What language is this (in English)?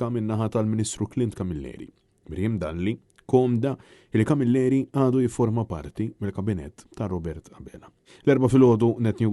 Maltese